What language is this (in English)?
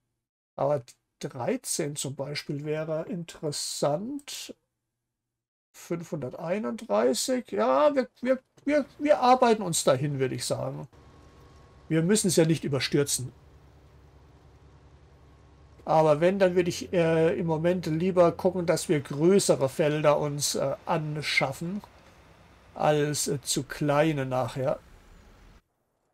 German